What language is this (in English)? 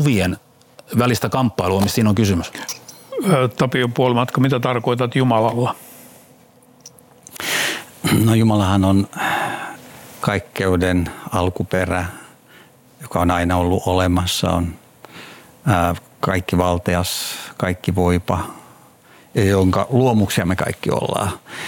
Finnish